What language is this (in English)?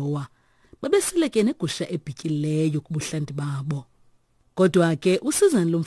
Xhosa